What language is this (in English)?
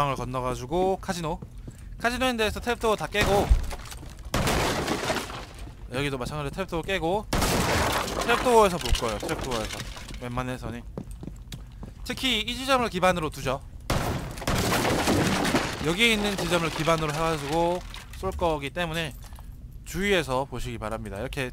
Korean